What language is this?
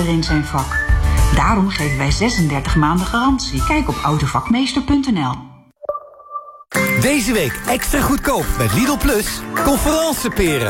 Dutch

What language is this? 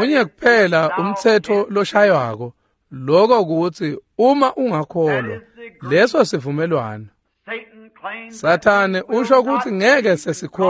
Swati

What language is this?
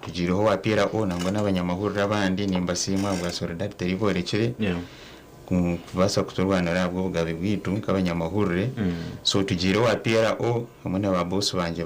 Nyankole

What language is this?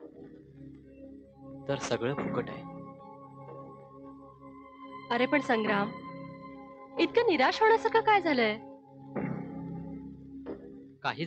Marathi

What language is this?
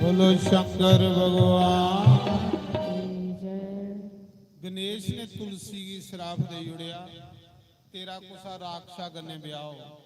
Dogri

